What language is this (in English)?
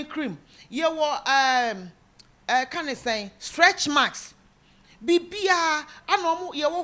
Akan